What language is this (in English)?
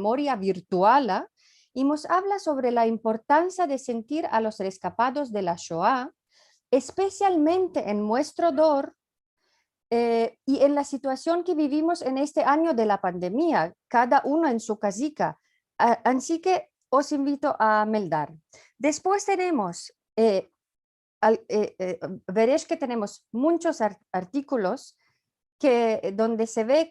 Ladino